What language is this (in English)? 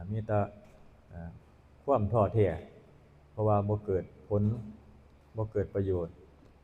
Northeastern Thai